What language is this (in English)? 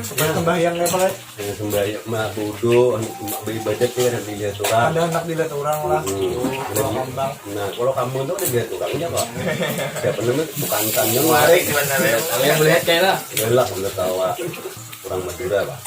Banjar